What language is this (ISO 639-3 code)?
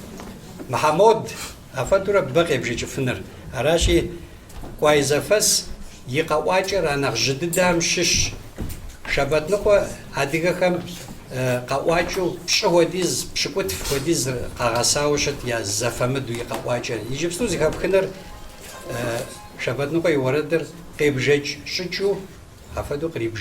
kbd